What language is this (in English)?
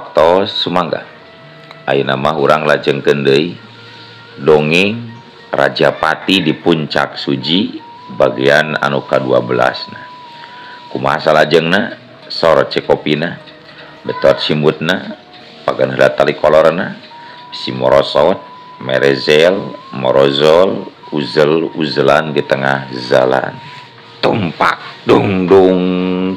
Sundanese